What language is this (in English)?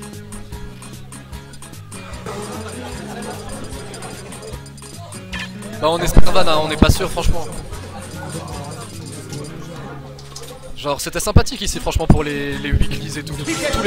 French